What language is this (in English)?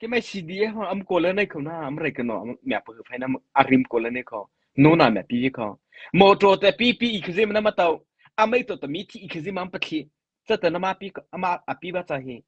Mara Chin